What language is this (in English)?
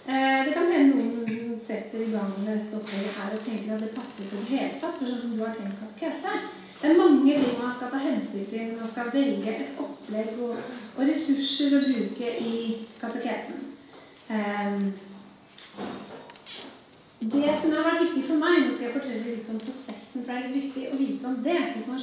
Norwegian